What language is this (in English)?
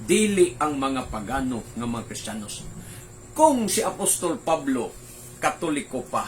Cebuano